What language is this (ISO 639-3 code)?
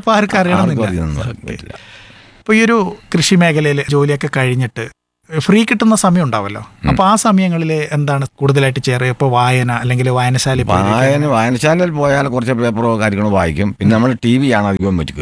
mal